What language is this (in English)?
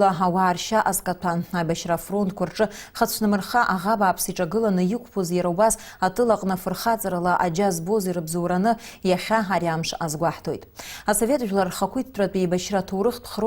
Abkhazian